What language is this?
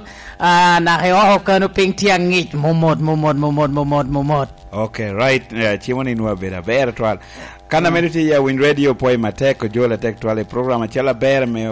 Lango (Uganda)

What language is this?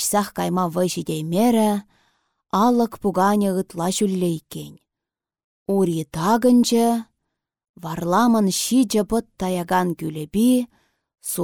Chuvash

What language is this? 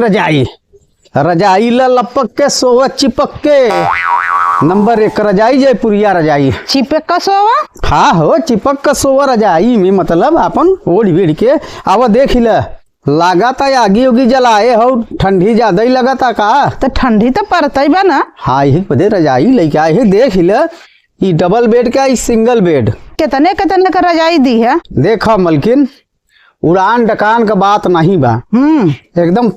Bhojpuri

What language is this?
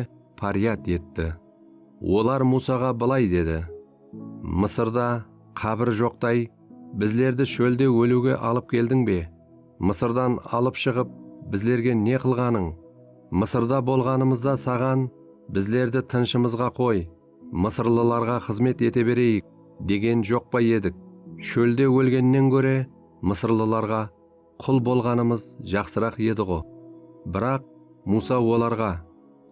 Kara-Kalpak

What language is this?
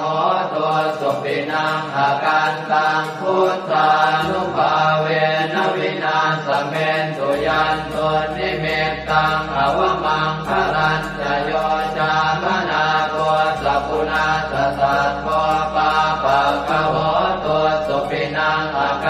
Pali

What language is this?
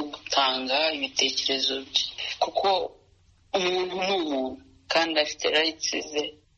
Kinyarwanda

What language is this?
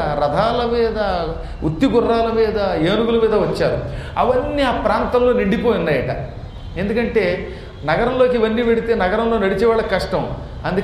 Telugu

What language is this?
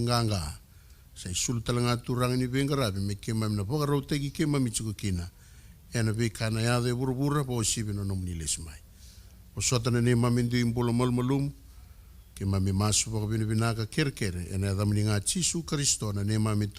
Fijian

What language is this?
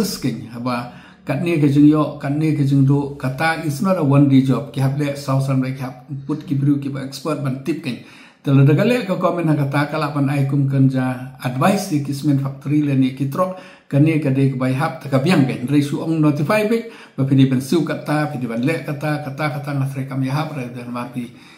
Khasi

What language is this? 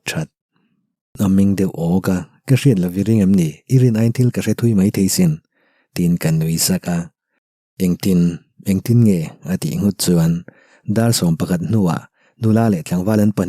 Mizo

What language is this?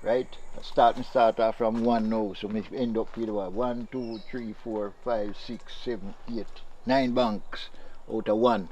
Jamaican Creole English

